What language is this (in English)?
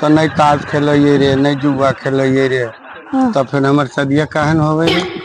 Magahi